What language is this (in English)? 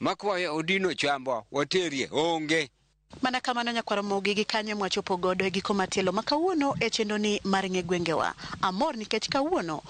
Luo (Kenya and Tanzania)